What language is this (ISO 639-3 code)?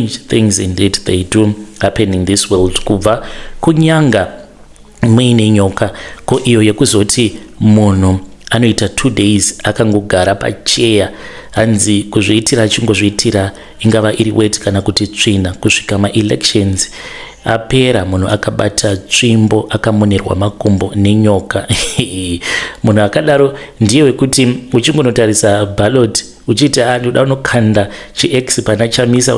sna